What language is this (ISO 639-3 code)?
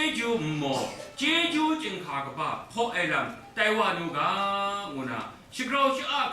kac